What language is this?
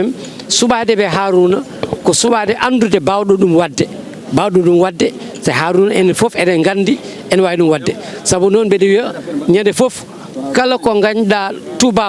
Fula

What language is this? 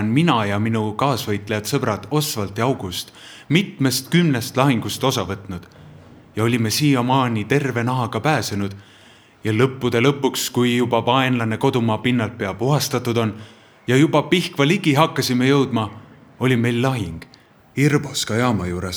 Estonian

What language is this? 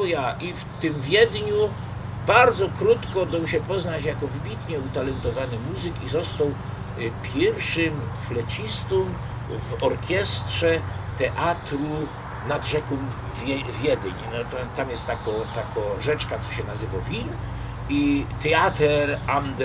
Silesian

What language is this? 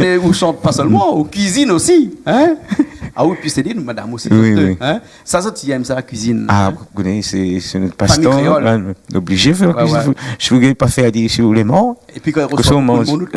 Réunion Creole French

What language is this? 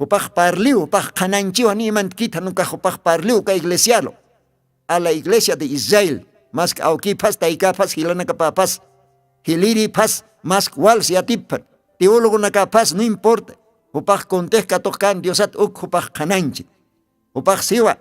Aymara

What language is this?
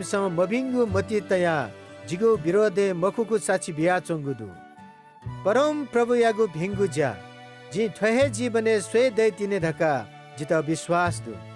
Newari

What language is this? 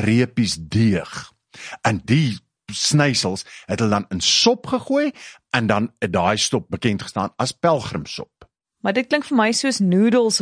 Afrikaans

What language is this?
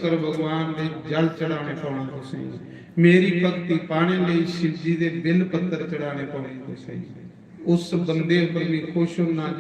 Dogri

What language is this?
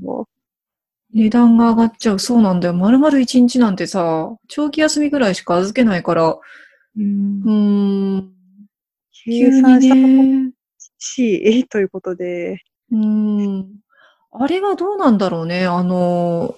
Japanese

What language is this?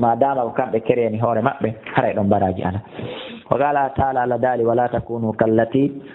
Fula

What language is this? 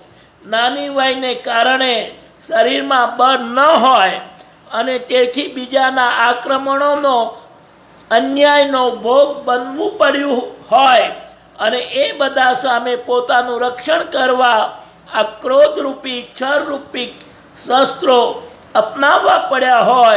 Gujarati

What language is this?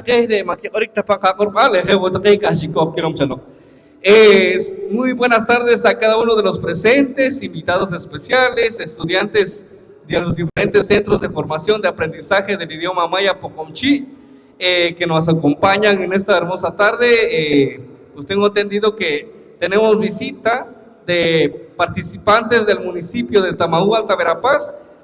Poqomchi'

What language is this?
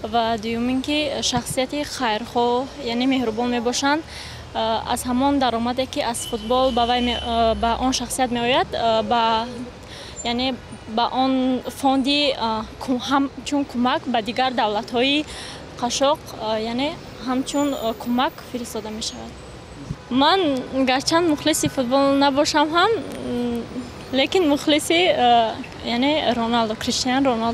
Tajik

